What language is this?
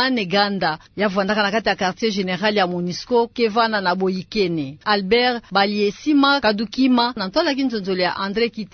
Kituba (Democratic Republic of Congo)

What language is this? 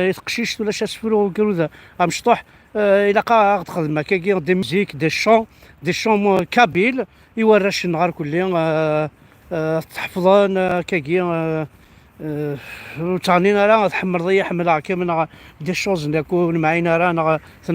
Kabyle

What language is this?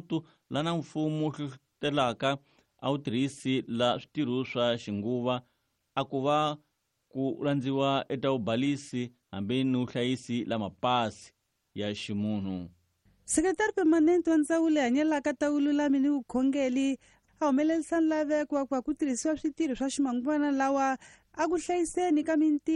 Tsonga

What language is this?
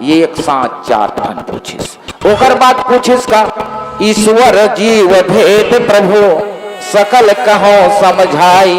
Chhattisgarhi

